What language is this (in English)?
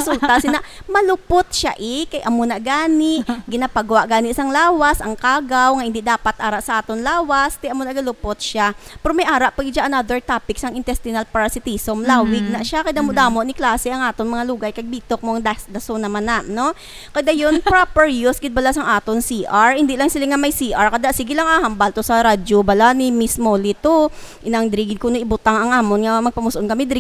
Hiligaynon